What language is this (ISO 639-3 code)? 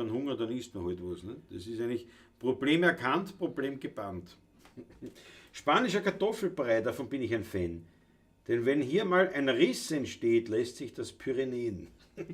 bar